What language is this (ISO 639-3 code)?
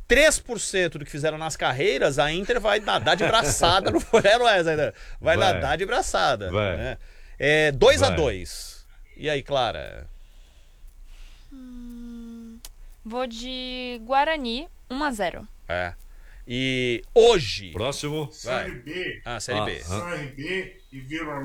por